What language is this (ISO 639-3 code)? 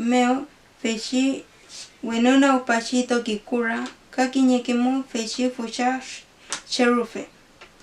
arn